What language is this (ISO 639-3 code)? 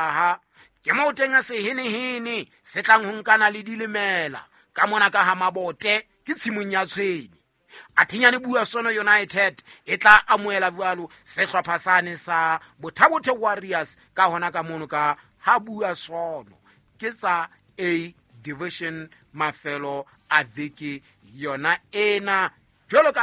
sot